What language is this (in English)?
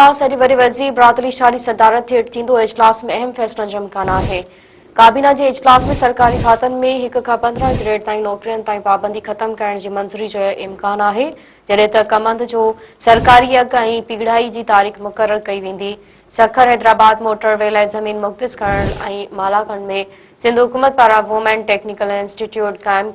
Sindhi